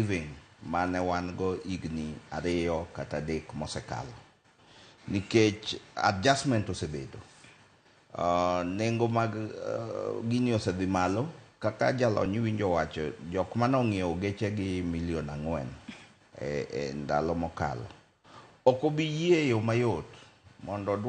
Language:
Luo (Kenya and Tanzania)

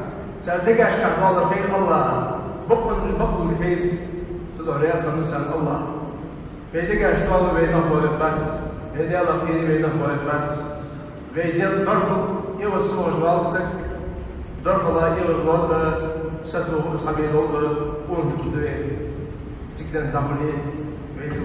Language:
Ingush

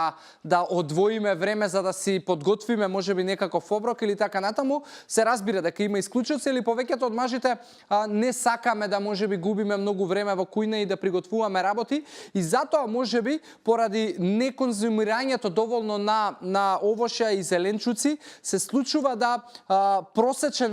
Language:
Macedonian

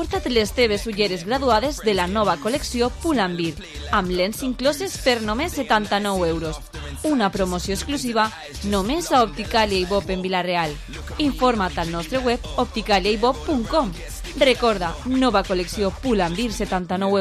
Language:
Catalan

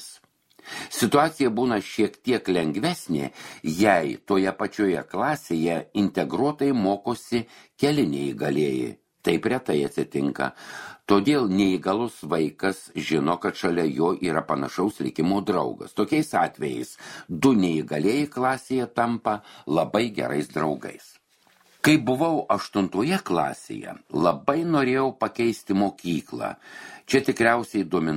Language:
Lithuanian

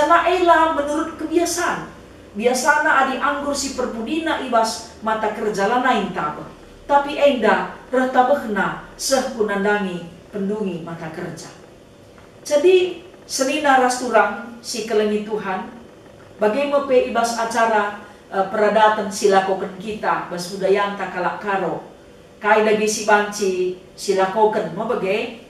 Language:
Batak Karo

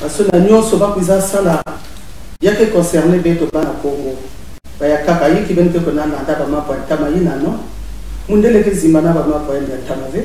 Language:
Kituba (Congo)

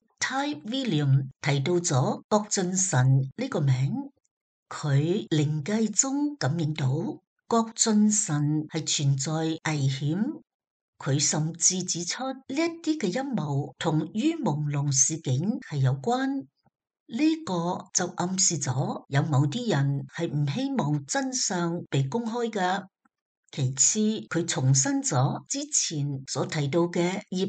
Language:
Cantonese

